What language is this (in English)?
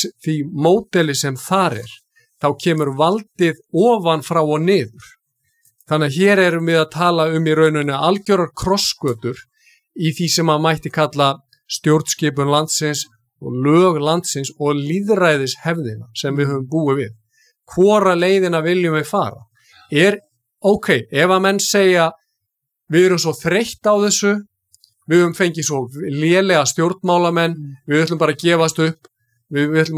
Icelandic